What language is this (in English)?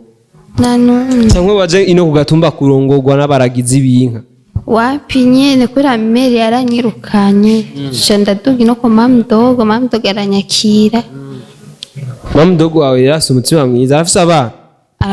Rundi